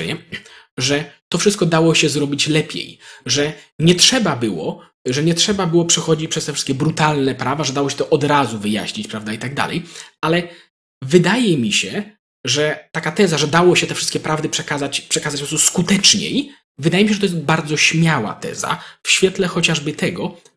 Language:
Polish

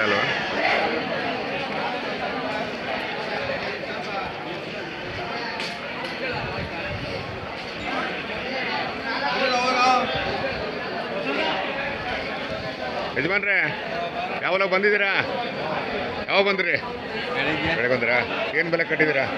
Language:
Kannada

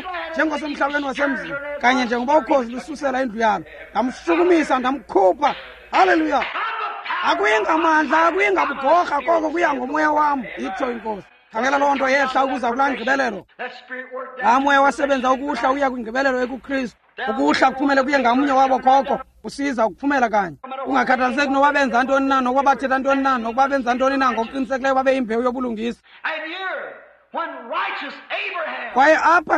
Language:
Xhosa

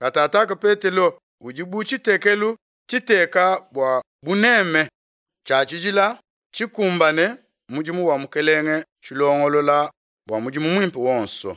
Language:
Luba-Lulua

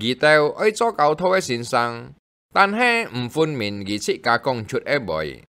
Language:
Hakka Chinese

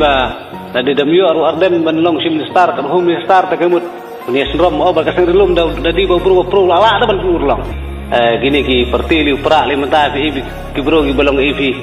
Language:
Khasi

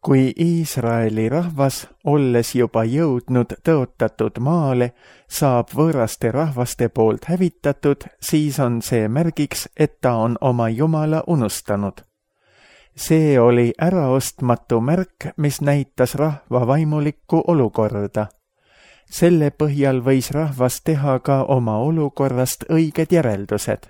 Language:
Estonian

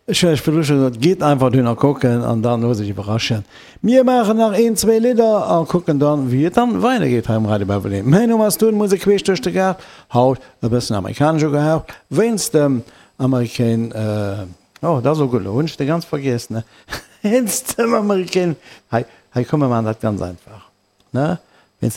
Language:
Luxembourgish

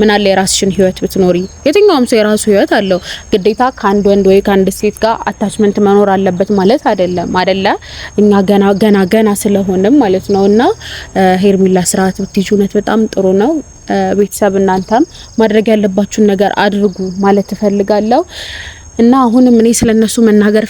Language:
Amharic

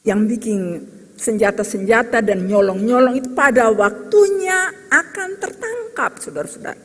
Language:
Ambonese Malay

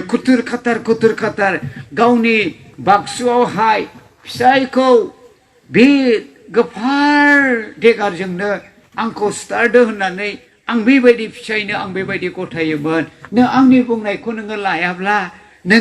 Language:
Bodo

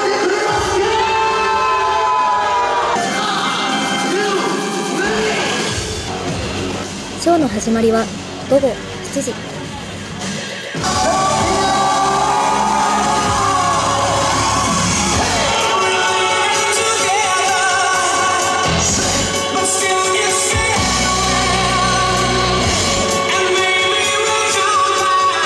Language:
Japanese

